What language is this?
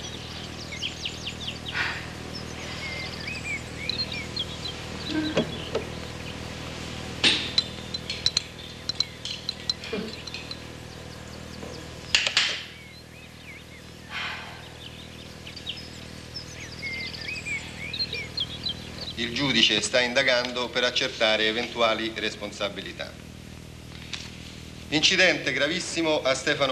Italian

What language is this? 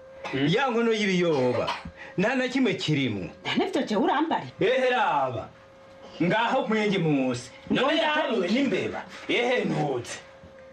Rundi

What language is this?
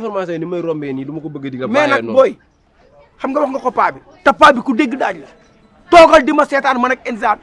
Wolof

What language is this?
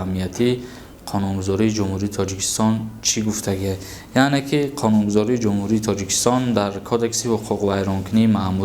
Tajik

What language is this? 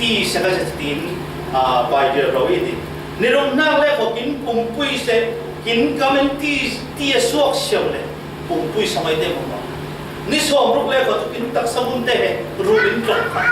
Falam Chin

